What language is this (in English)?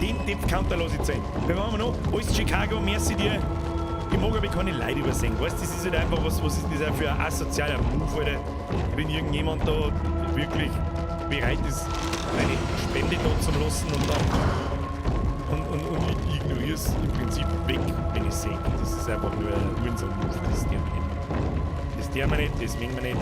Bavarian